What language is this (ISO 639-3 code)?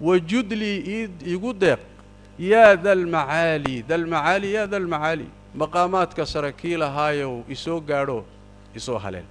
som